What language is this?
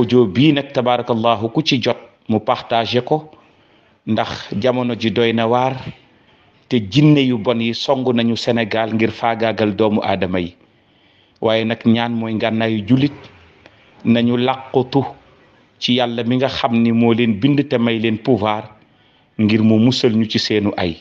Wolof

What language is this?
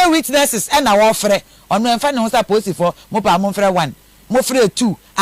Akan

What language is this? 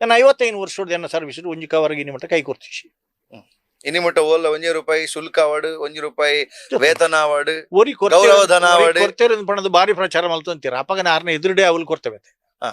Tulu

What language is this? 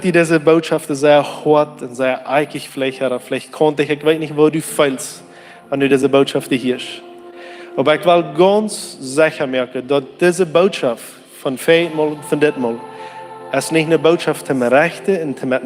Plautdietsch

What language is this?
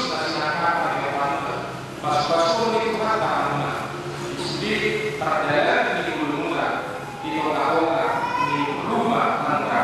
Batak Toba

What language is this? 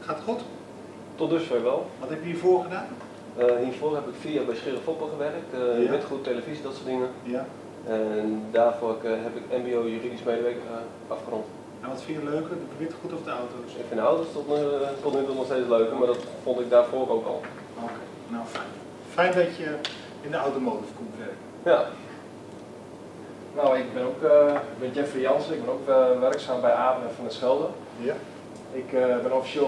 Dutch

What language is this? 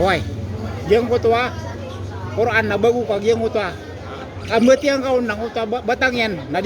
Maranao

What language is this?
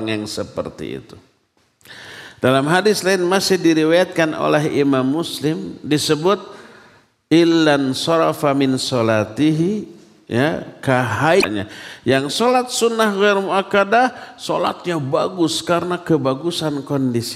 Indonesian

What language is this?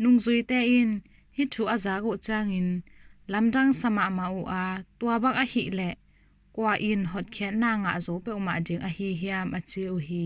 Tedim Chin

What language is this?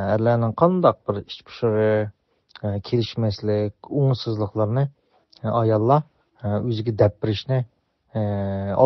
Uyghur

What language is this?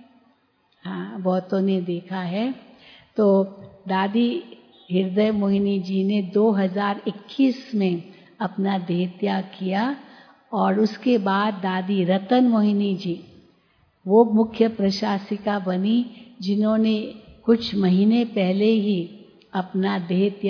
Hindi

